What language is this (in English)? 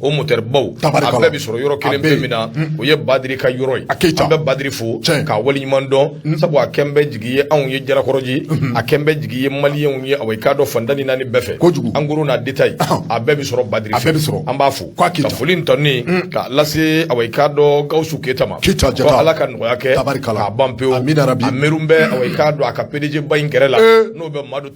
Bambara